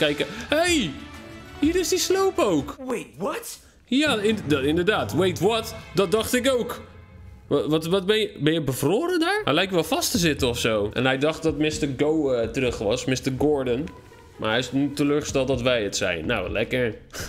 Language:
Dutch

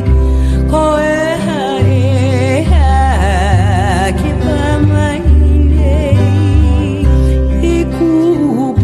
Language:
Hawaiian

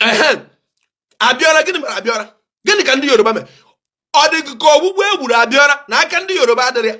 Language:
Igbo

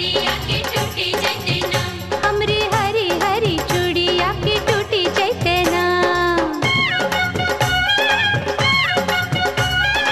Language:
Bhojpuri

